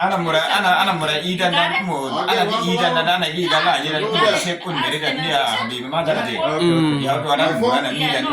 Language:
Uduk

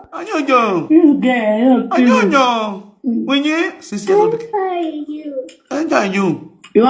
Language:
Nigerian Pidgin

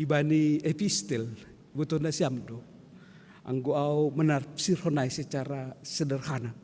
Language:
Batak Simalungun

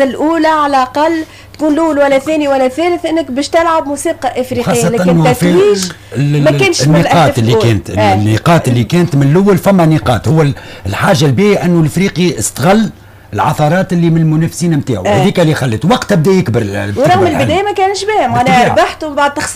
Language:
Tunisian Arabic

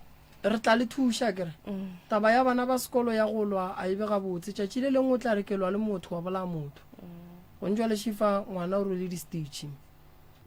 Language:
Northern Sotho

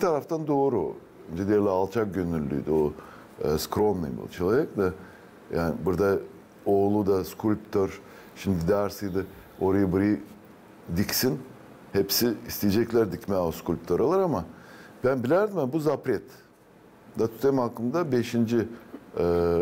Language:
Gagauz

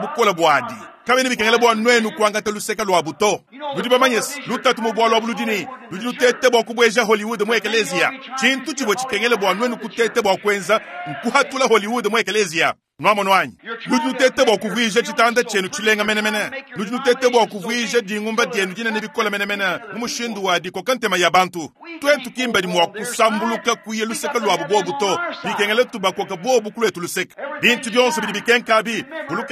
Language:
Luba-Lulua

